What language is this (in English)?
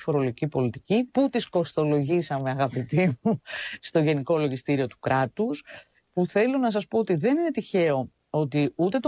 Greek